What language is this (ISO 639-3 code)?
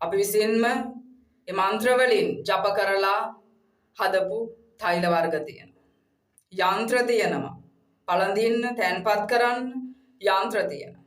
sin